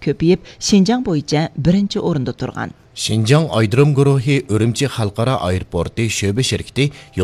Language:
Uyghur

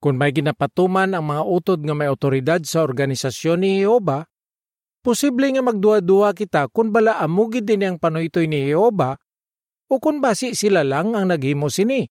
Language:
Hiligaynon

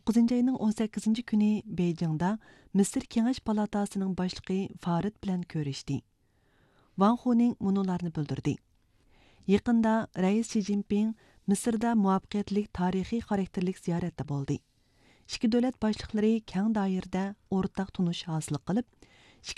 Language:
Uyghur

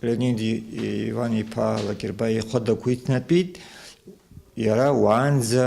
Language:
Abkhazian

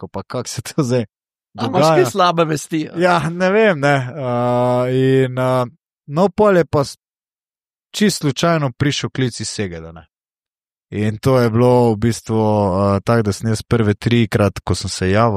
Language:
Slovenian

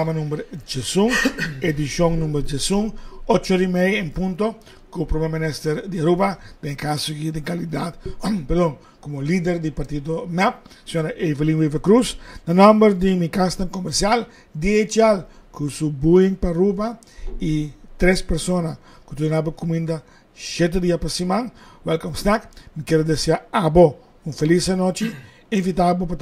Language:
Papiamento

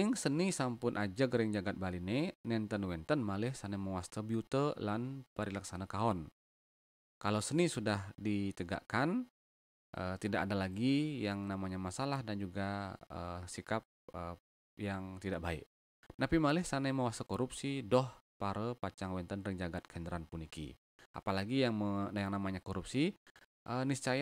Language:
Balinese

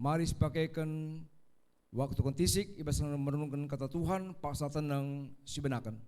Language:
Batak Karo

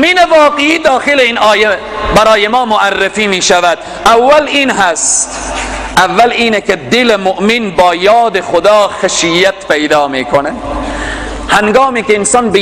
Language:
Persian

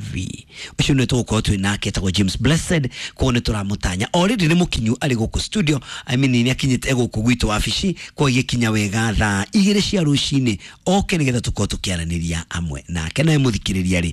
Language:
Kikuyu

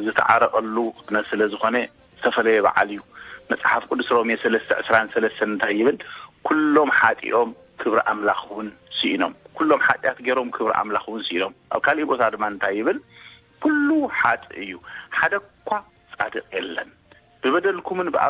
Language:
Tigrinya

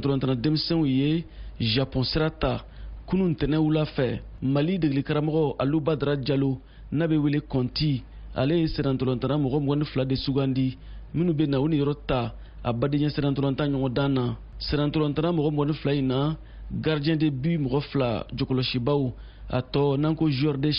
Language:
Bambara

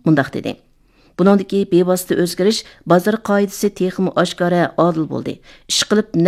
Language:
Uyghur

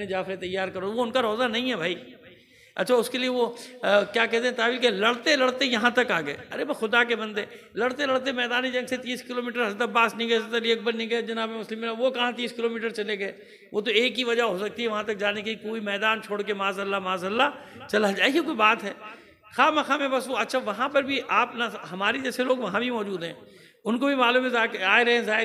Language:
Urdu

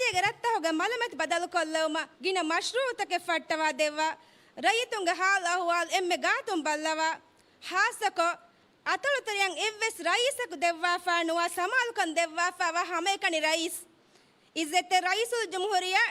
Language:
Divehi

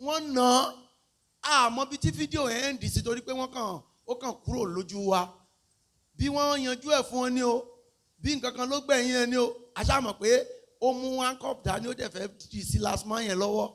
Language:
Yoruba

